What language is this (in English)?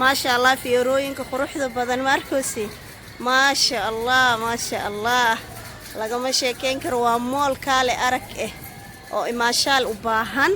Somali